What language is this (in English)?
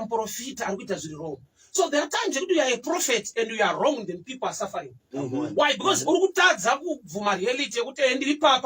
Shona